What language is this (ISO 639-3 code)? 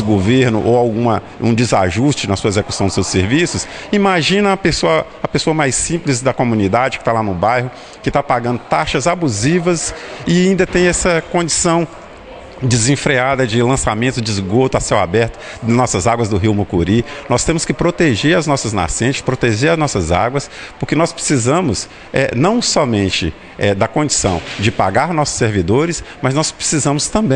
por